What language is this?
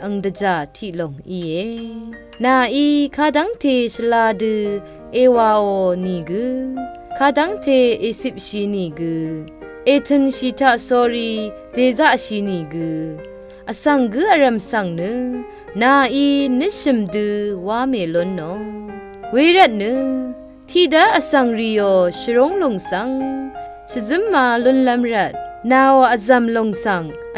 Rawang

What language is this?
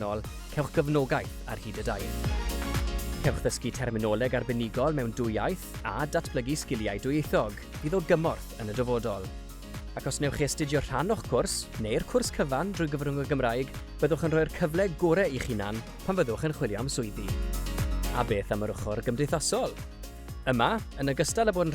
Welsh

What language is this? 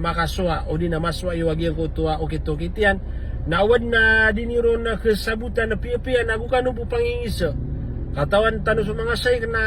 Maranao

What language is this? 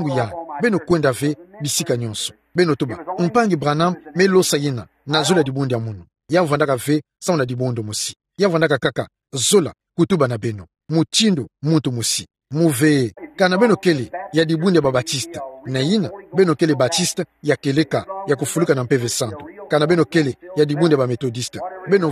Kituba (Democratic Republic of Congo)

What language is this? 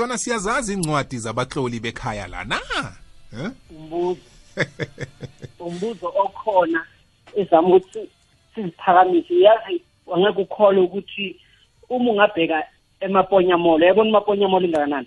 South Ndebele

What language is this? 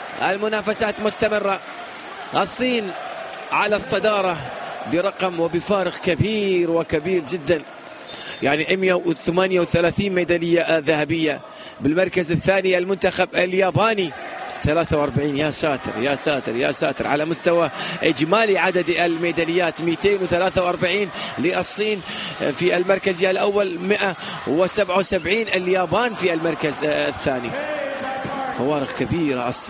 Arabic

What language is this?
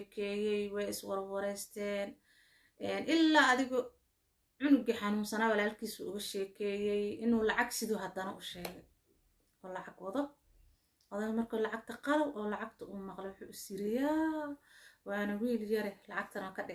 Somali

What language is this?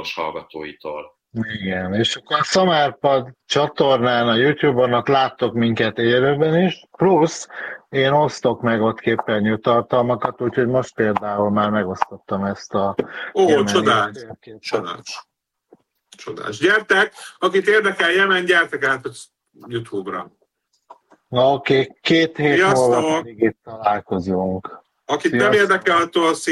Hungarian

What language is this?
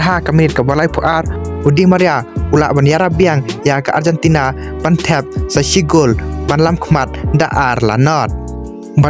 Khasi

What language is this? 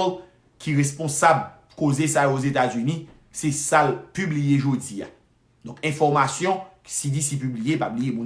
Haitian Creole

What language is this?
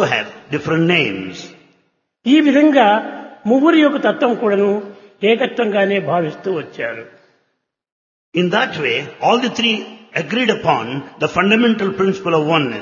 Telugu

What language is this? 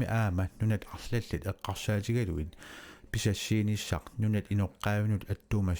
Kalaallisut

